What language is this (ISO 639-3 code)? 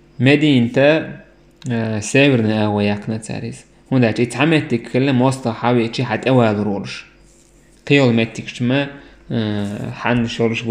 che